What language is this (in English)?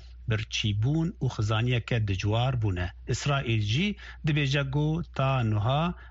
Kurdish